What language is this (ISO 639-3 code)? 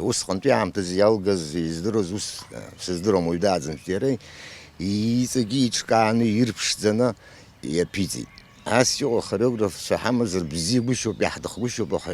abk